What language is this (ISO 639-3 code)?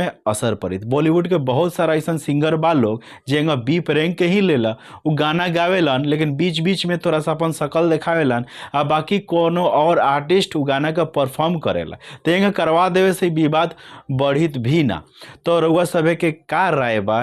bho